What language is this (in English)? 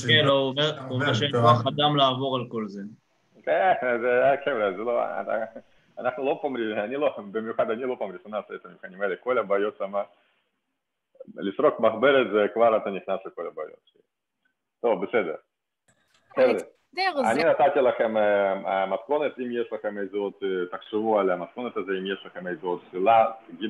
Hebrew